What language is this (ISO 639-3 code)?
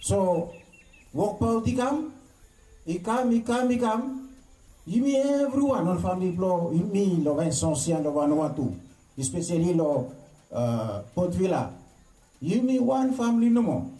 bis